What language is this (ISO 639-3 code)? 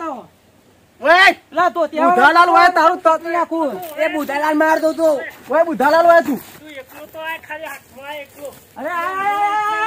guj